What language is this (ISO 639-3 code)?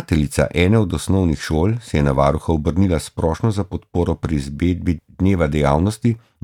slv